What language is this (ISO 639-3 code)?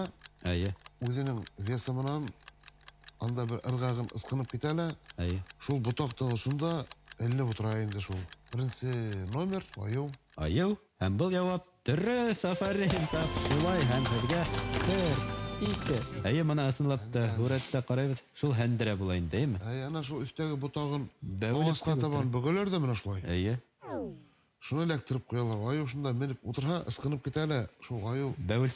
bak